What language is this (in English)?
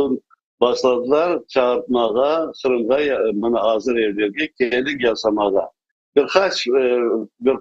Crimean Tatar